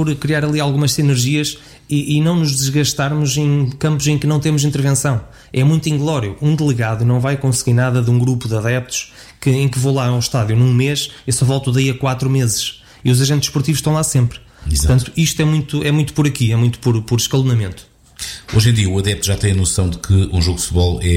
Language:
Portuguese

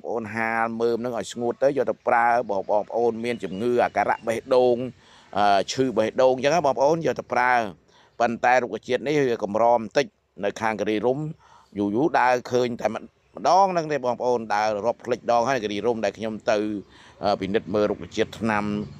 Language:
Khmer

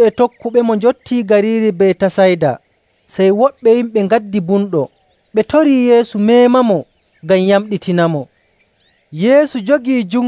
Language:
Nigerian Fulfulde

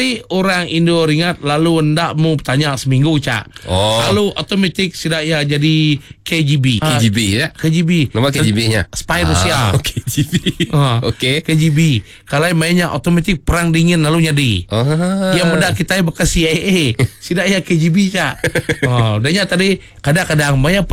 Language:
Iban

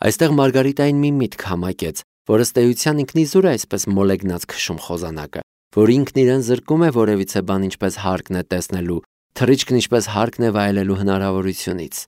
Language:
Armenian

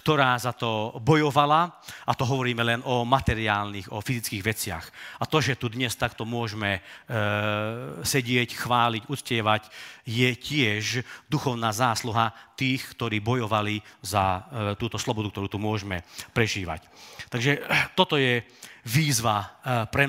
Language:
Slovak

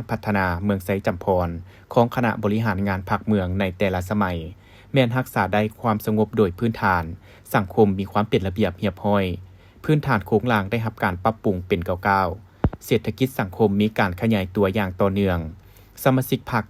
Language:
Lao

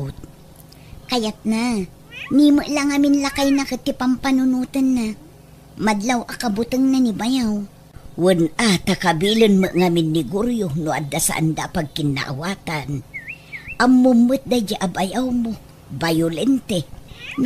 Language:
Iloko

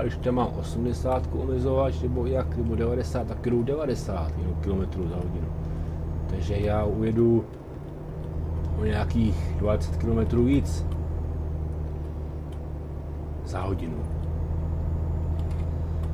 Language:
Czech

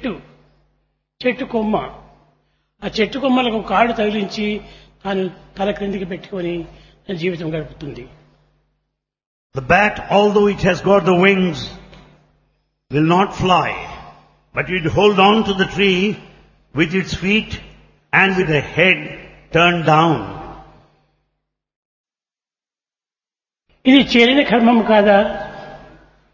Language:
Telugu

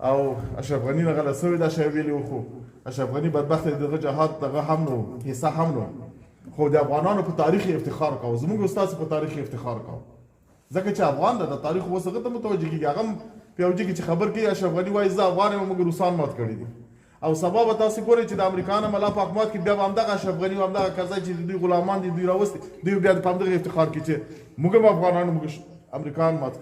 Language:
Pashto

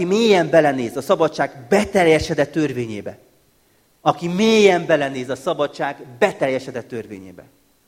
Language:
Hungarian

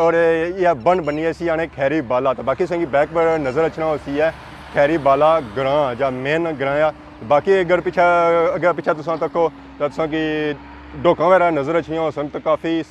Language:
Pahari-Potwari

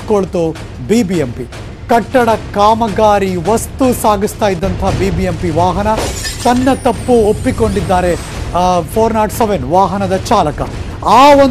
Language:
Kannada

